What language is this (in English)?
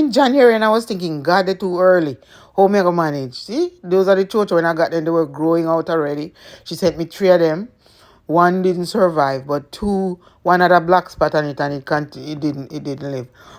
Jamaican Creole English